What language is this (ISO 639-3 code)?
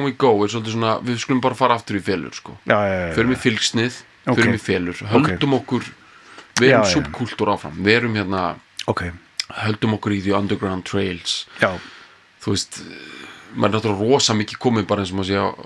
isl